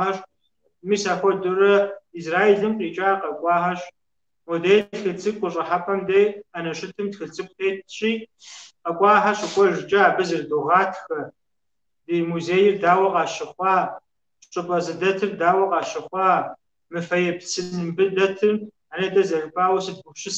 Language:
Kabardian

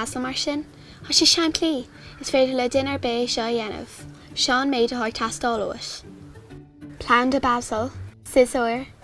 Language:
Irish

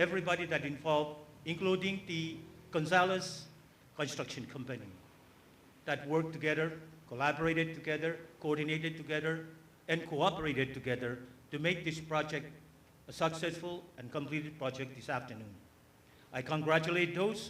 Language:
Pohnpeian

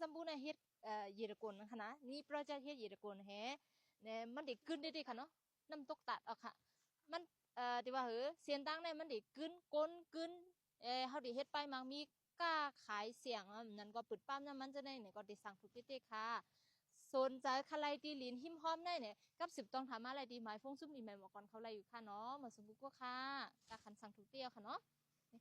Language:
Shan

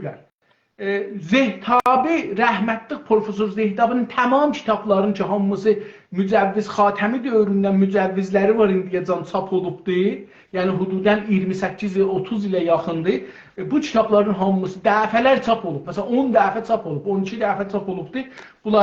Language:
South Azerbaijani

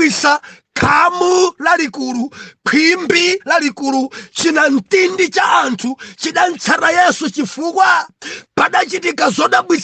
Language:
Nyanja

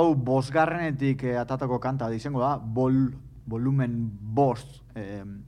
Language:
Basque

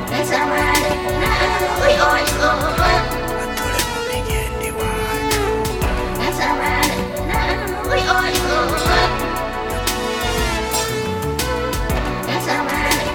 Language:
Kinyarwanda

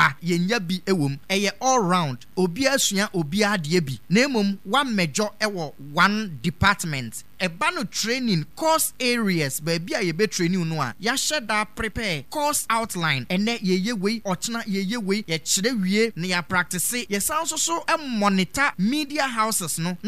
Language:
Akan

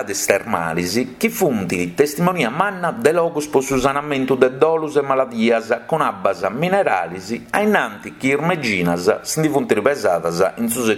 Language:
Sardinian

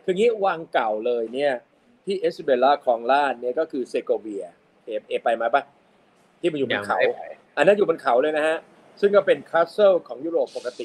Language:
Thai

